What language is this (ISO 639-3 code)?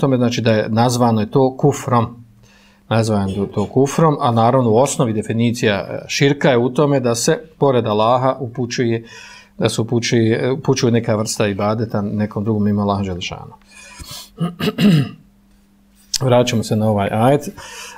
bos